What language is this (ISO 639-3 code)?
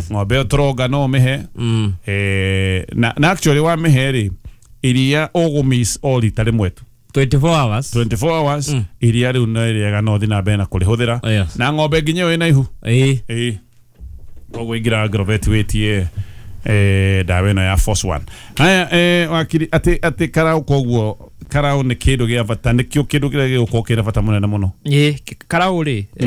kik